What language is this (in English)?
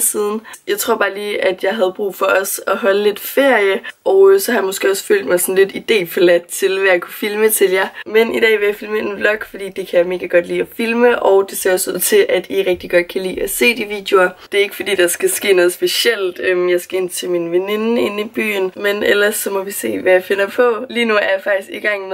Danish